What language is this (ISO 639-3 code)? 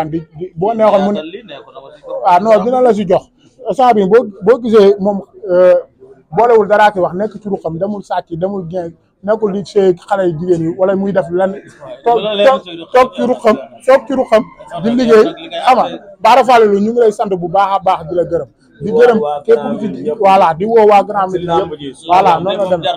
wol